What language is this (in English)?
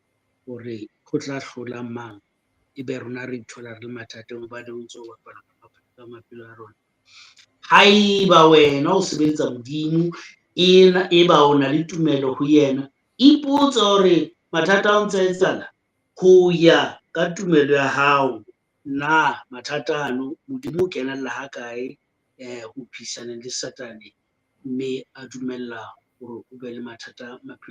Southern Sotho